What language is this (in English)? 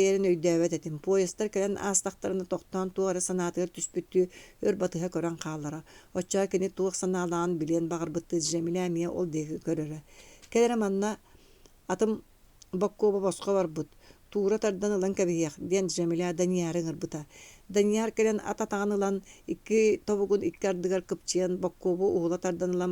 Yakut